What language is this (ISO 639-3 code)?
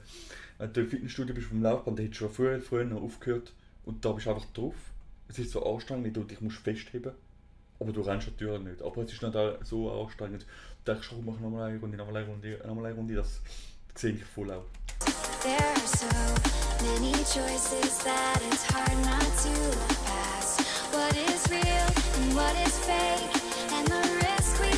gsw